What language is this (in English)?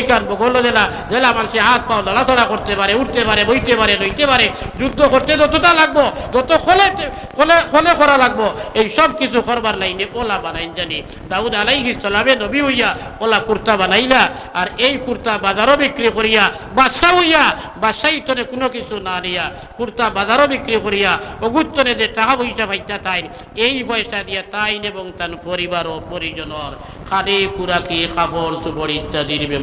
Sylheti